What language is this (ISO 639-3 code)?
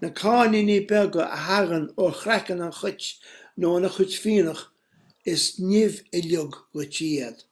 gle